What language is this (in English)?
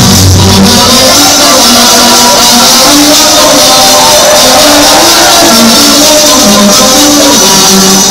Basque